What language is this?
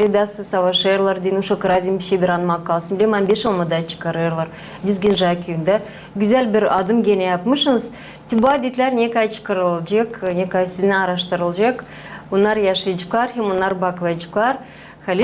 Gagauz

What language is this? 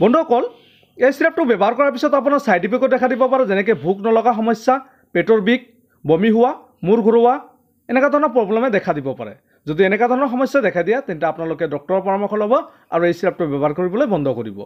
Assamese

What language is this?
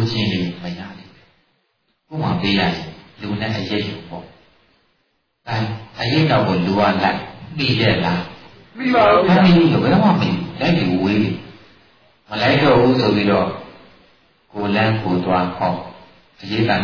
Burmese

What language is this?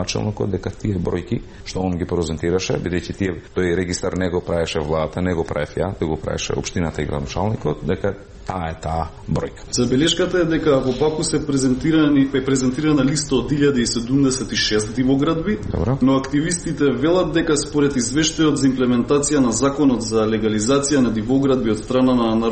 Macedonian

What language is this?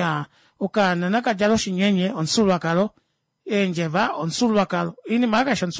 Kuanyama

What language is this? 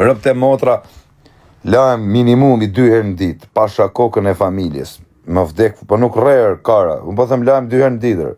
Albanian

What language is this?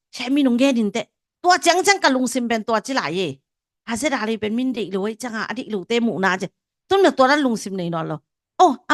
Tedim Chin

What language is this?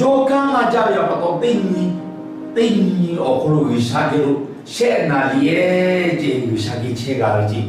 Lahu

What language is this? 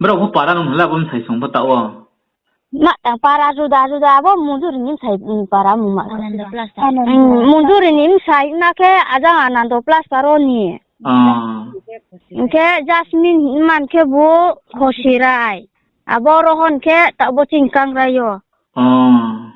Riang (India)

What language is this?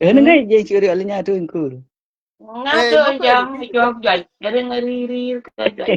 Nuer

